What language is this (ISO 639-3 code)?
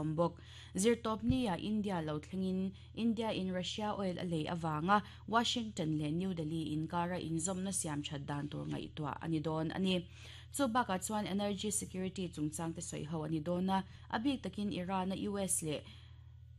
lus